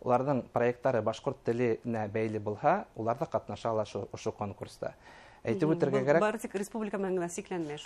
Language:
Bashkir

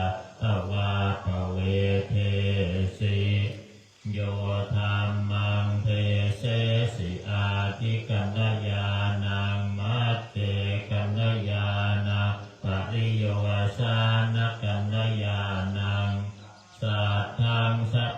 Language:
Pali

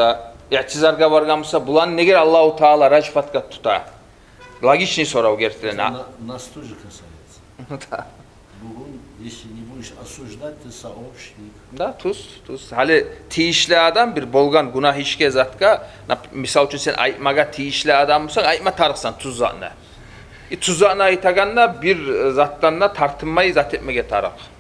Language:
Kumyk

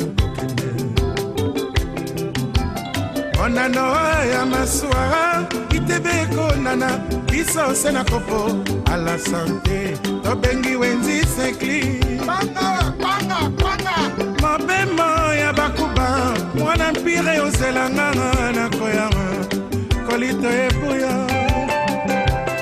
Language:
French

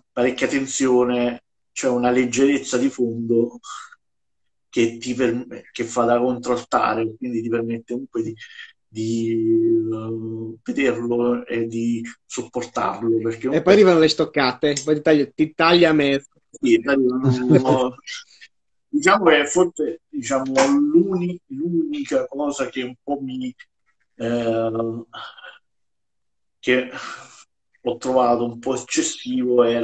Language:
Italian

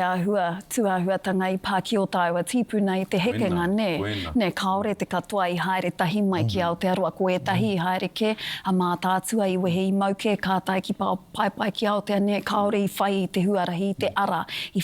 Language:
Māori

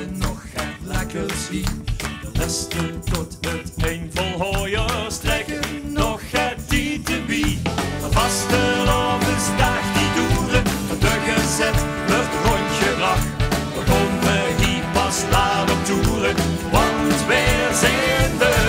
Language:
Limburgish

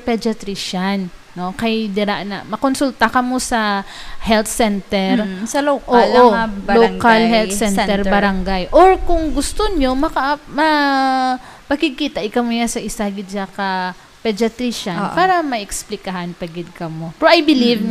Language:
Hiligaynon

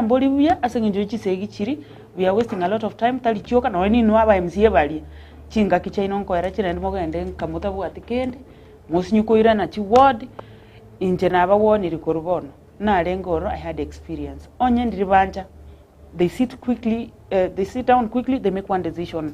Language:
Gusii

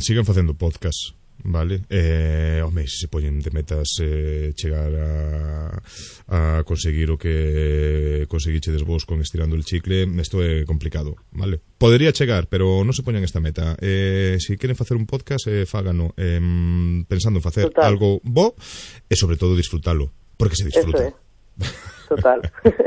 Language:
Galician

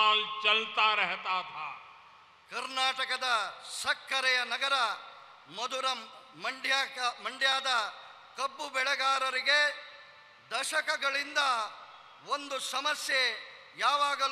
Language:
Kannada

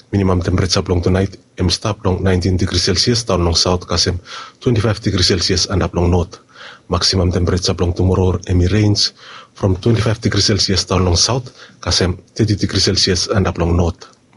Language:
Bislama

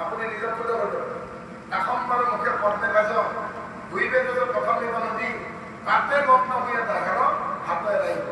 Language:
Assamese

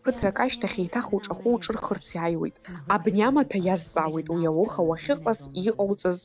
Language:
Abkhazian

